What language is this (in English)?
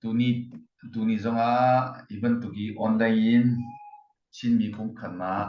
Falam Chin